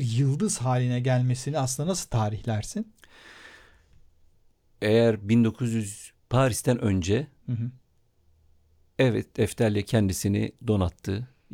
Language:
Turkish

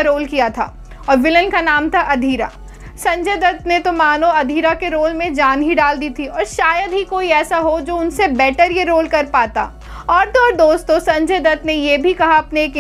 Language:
Hindi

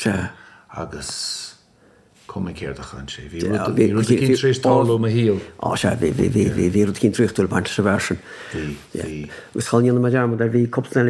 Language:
Irish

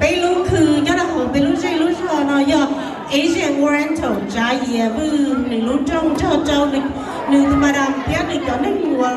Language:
Hmong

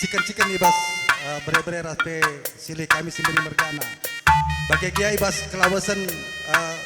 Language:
Batak Karo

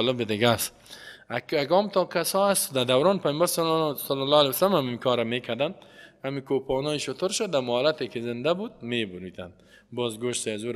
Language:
Persian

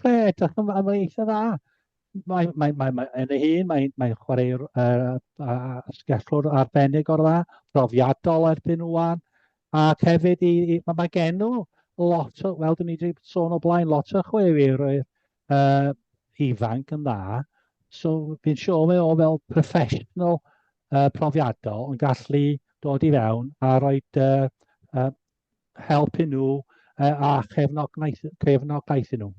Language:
Welsh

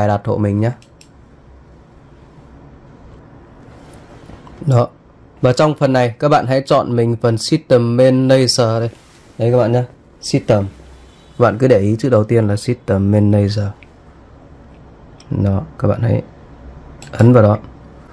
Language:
Vietnamese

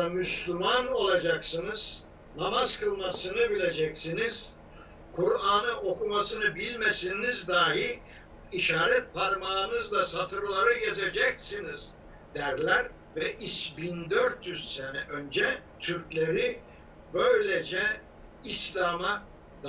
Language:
Turkish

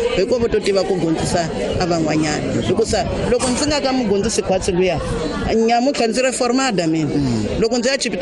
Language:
Tsonga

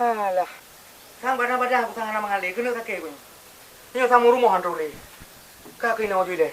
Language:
Achinese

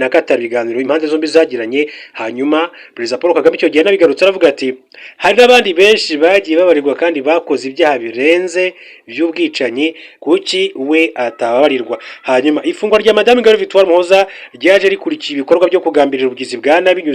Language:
Kinyarwanda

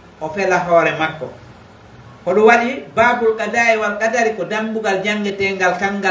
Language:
Pular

